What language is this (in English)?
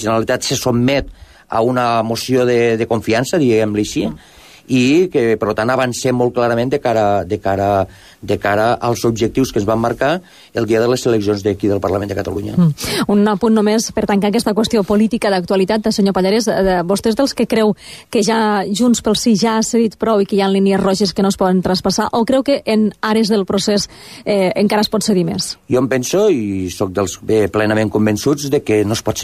Catalan